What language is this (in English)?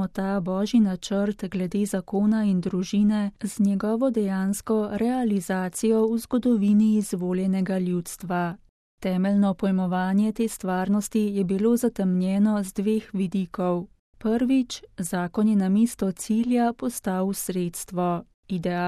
Slovenian